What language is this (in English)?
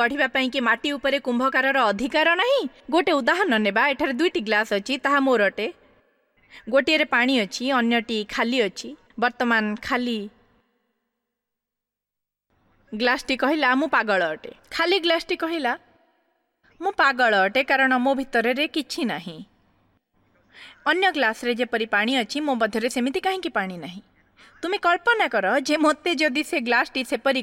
Odia